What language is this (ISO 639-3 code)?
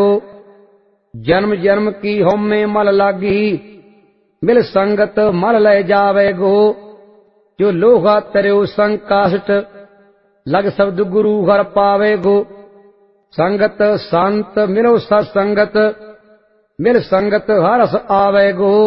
pan